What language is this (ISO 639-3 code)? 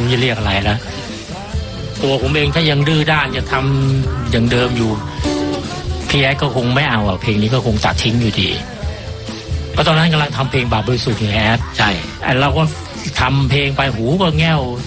tha